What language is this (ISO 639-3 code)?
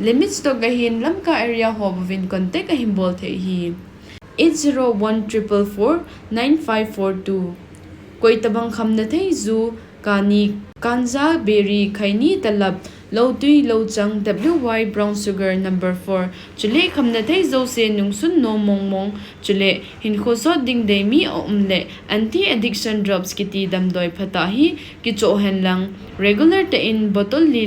tcz